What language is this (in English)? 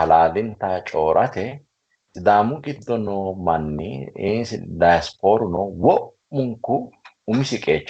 Sidamo